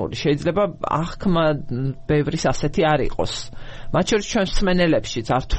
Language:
Georgian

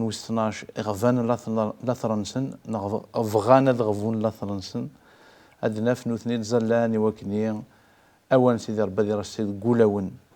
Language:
Kabyle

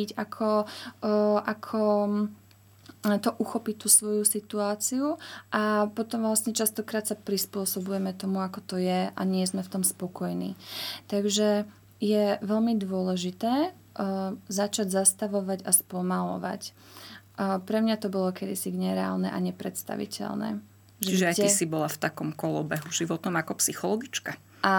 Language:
Slovak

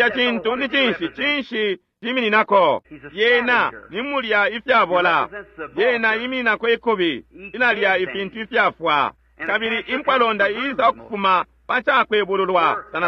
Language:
Bemba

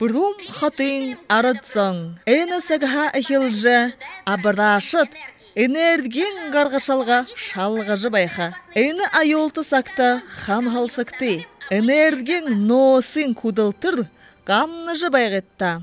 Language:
Buriat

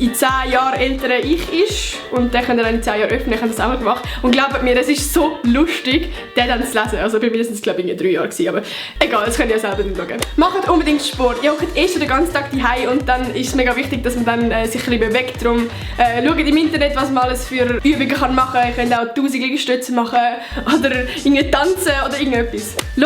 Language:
Swiss German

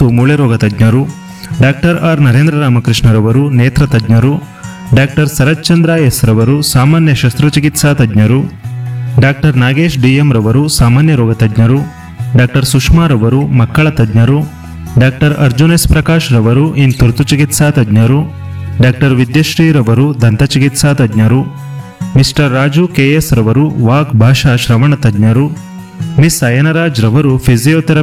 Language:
Kannada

